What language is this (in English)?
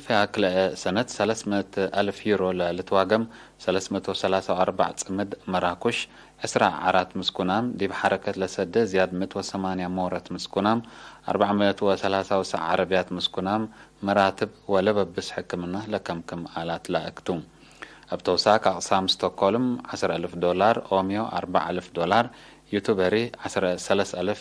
Tigre